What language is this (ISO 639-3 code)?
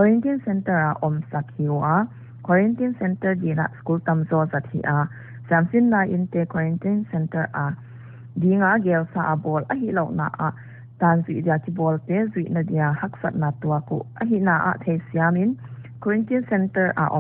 pck